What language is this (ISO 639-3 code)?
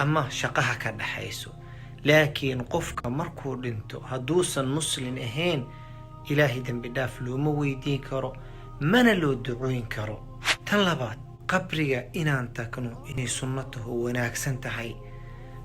som